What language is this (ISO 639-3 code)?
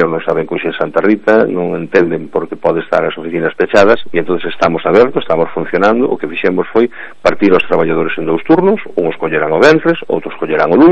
glg